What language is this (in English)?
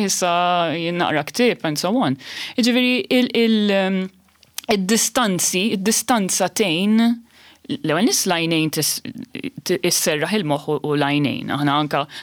Maltese